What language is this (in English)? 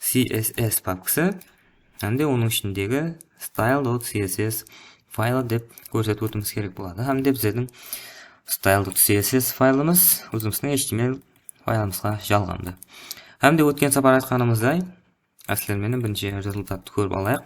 Kara-Kalpak